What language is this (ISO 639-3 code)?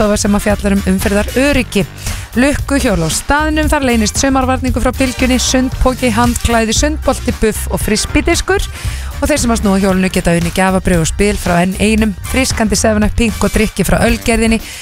isl